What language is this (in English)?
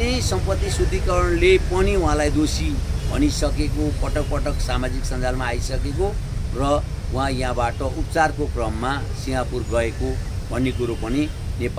Nepali